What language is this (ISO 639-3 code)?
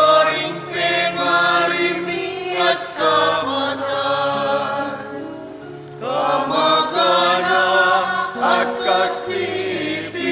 pam